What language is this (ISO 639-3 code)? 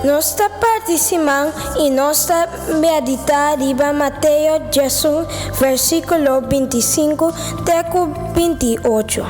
pap